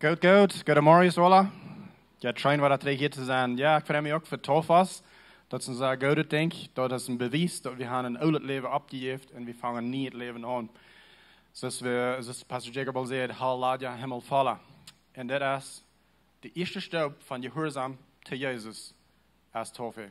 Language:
Plautdietsch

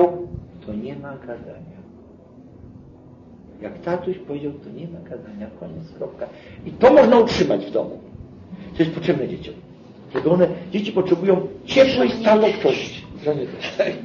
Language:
Polish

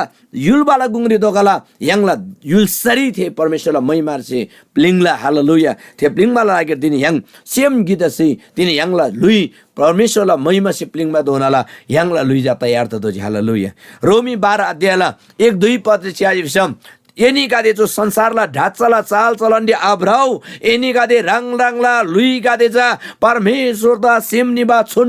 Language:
Eastern Tamang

